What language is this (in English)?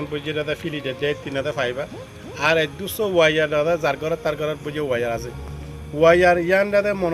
Rohingya